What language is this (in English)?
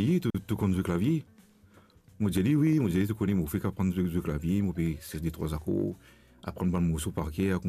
Morisyen